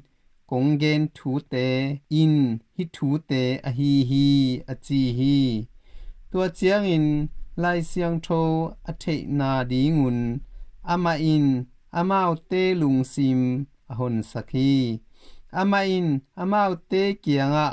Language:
Tedim Chin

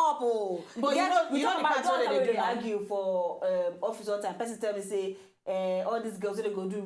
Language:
Nigerian Pidgin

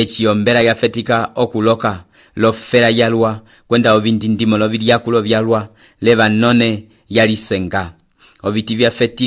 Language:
Umbundu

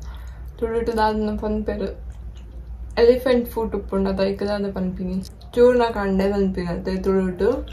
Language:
Tulu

